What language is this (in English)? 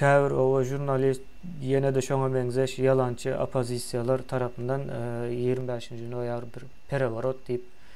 Turkmen